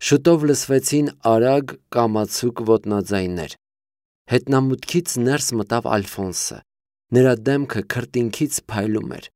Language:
Armenian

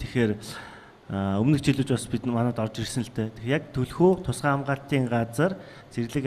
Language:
Mongolian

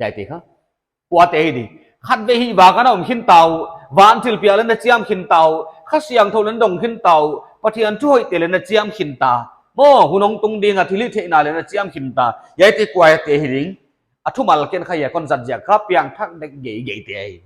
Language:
Paite Chin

